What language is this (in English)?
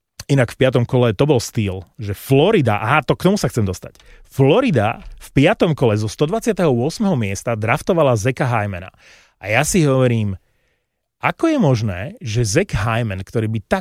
Slovak